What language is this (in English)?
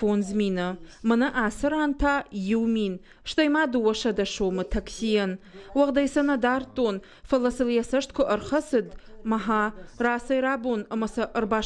Ossetic